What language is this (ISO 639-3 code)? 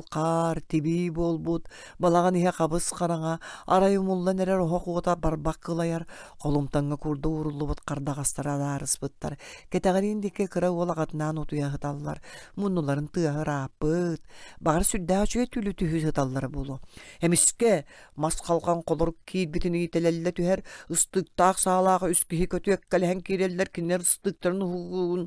sah